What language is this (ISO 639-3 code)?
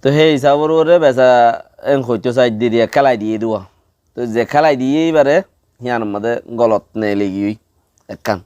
rhg